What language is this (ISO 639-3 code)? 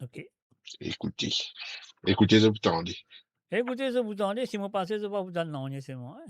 mfe